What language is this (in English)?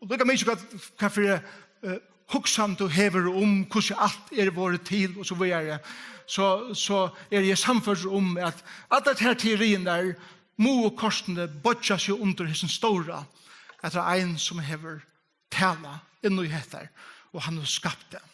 Faroese